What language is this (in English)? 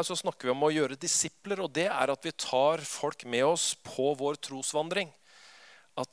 Norwegian